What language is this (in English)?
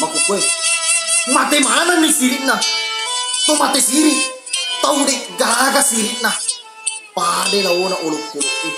Buginese